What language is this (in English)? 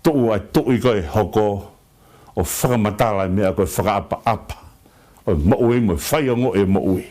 Tongan